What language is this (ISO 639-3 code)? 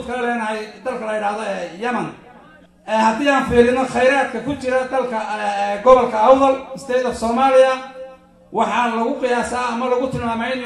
som